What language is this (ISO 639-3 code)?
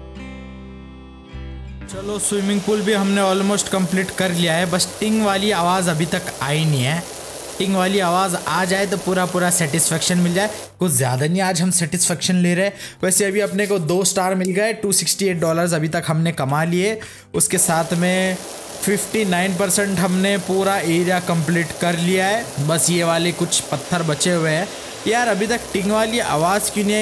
hin